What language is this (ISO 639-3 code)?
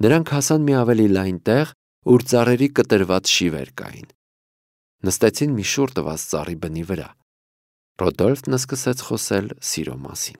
hye